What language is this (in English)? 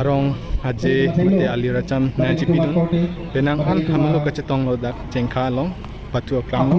Karbi